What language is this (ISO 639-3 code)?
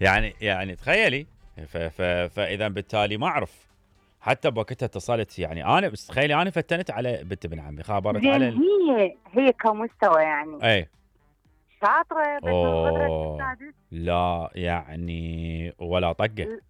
acm